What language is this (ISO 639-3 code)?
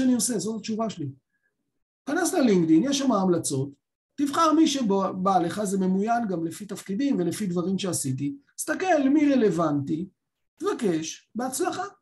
heb